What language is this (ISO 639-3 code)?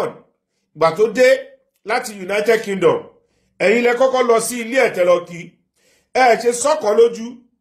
yor